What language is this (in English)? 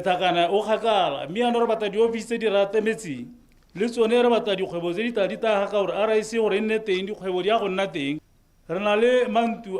Tswana